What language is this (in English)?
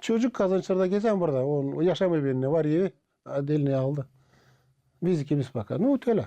Gagauz